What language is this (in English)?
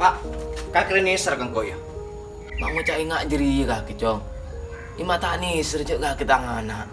Madurese